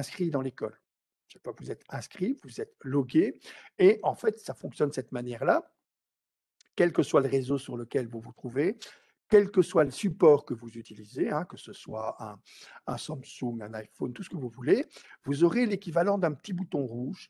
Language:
French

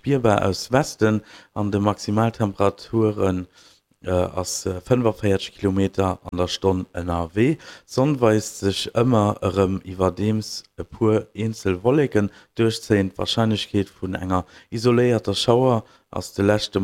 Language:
Luxembourgish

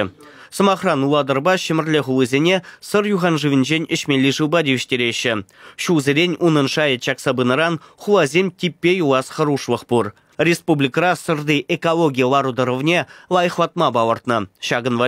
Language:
Chuvash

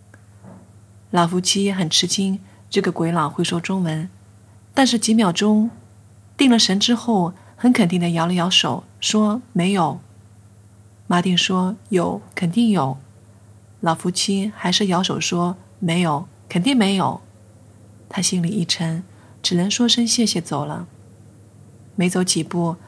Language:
Chinese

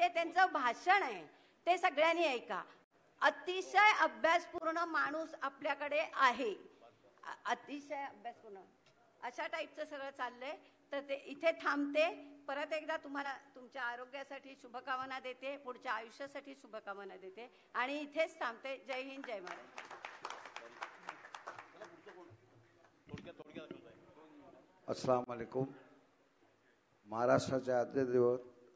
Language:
Marathi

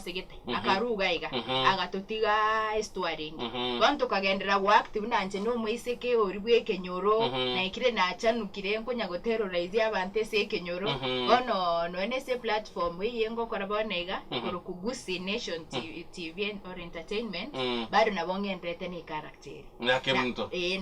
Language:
Gusii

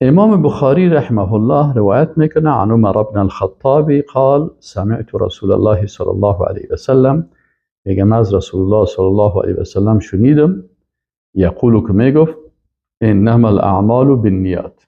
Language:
Persian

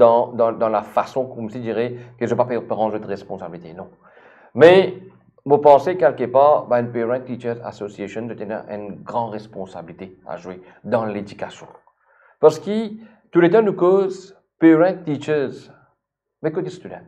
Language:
Morisyen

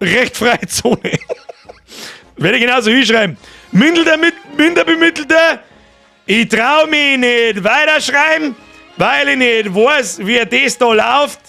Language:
Bavarian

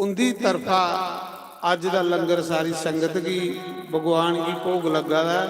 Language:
Dogri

